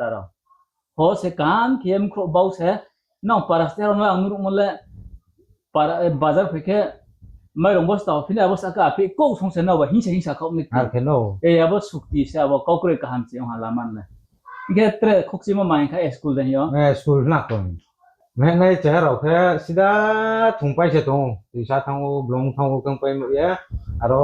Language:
Riang (India)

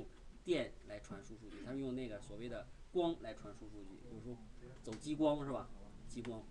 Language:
Chinese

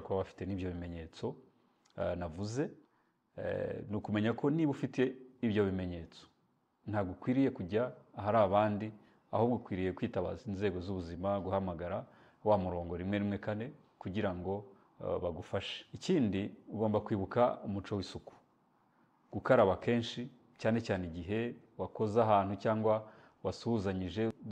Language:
Kinyarwanda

